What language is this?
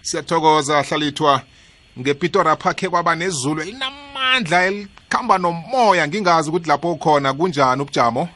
South Ndebele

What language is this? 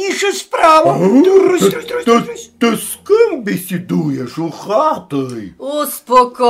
Rusyn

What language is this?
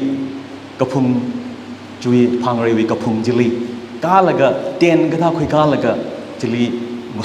Tangkhul Naga (India)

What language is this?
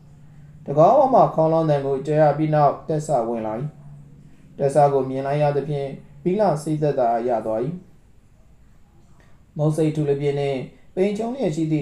Burmese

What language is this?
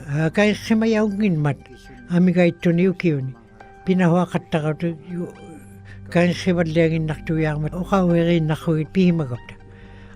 Western Canadian Inuktitut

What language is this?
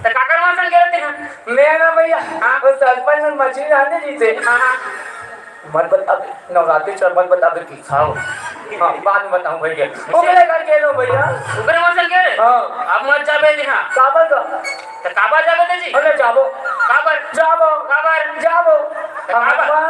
Chhattisgarhi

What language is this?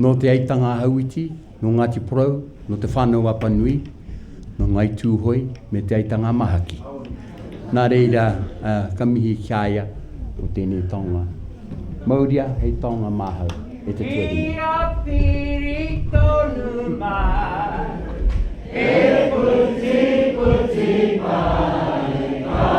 Māori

